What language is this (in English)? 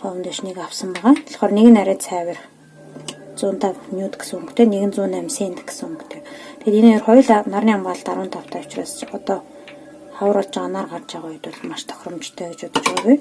Mongolian